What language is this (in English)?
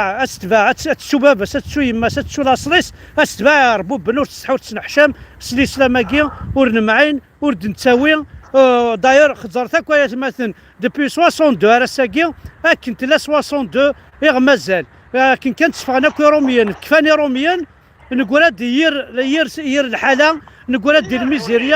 Kabyle